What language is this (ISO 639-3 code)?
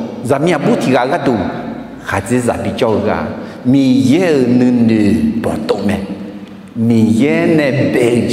ahk